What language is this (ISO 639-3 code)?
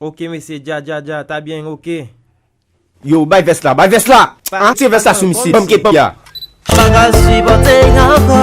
hat